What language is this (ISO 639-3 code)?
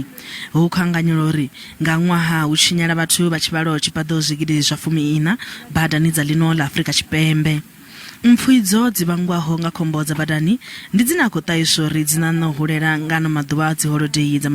ven